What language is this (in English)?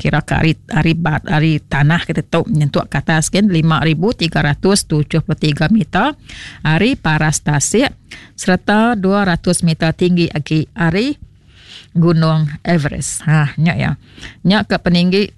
Iban